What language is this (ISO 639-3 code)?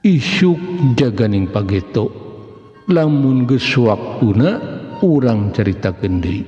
sun